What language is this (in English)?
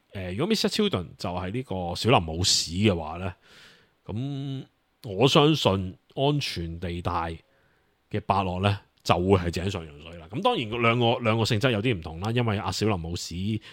Cantonese